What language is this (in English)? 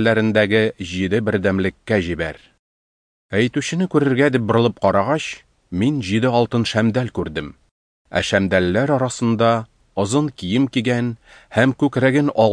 Tatar